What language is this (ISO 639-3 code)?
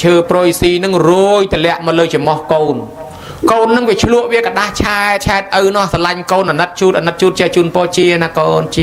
khm